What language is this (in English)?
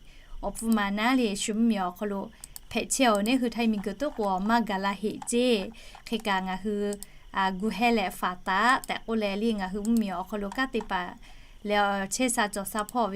Lahu